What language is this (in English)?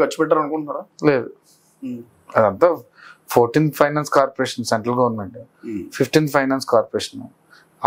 Telugu